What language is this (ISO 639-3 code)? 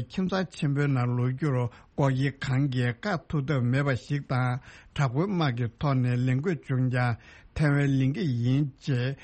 bod